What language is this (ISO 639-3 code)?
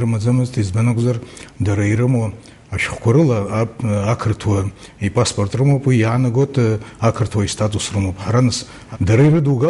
abk